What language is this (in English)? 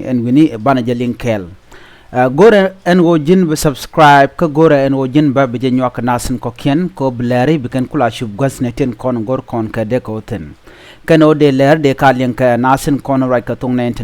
Nuer